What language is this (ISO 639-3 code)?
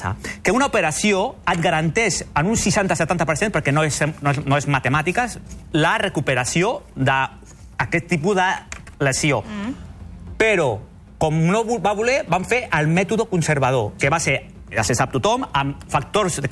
cat